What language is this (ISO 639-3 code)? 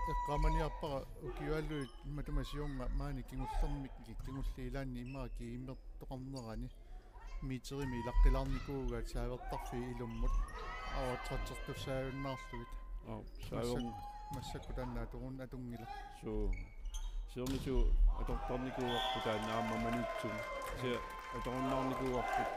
kal